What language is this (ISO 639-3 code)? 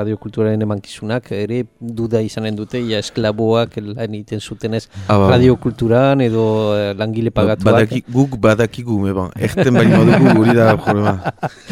eus